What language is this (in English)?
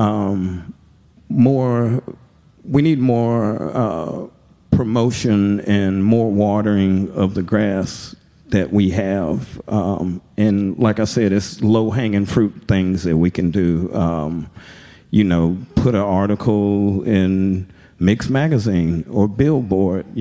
English